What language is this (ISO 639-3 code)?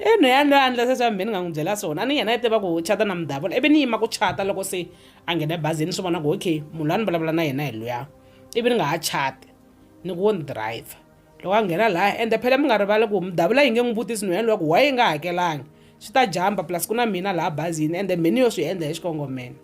tso